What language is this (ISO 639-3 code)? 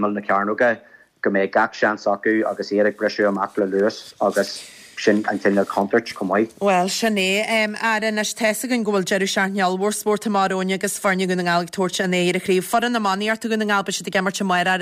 gle